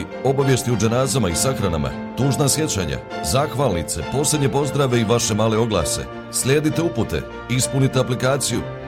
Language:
Bosnian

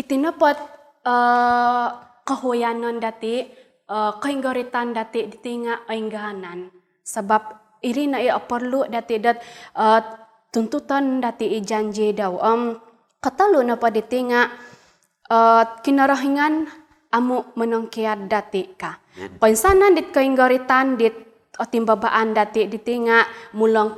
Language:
Central Dusun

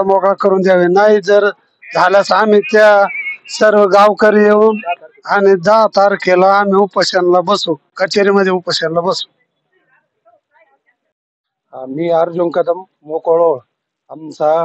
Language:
Marathi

